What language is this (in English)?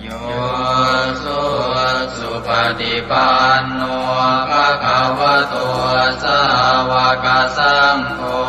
Pali